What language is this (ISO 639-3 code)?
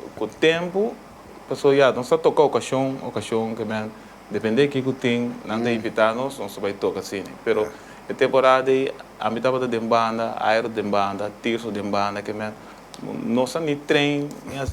pap